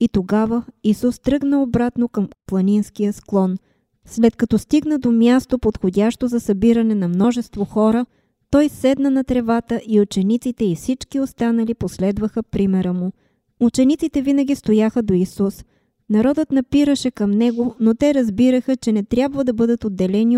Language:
Bulgarian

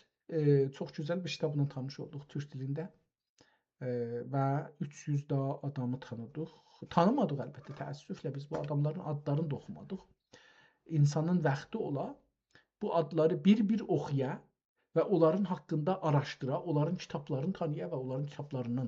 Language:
South Azerbaijani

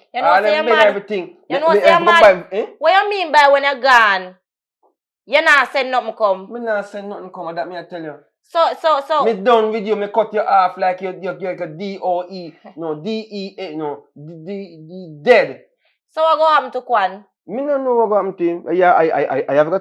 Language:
Jamaican Creole English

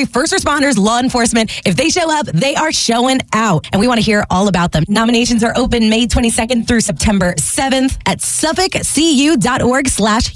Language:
English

